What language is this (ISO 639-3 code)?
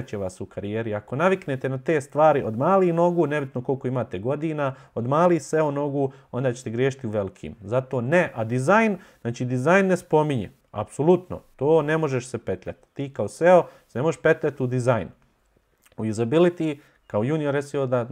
bos